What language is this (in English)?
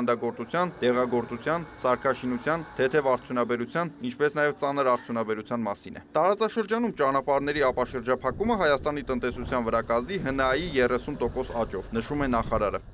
Armenian